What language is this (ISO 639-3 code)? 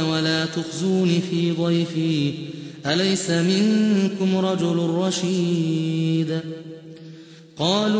ara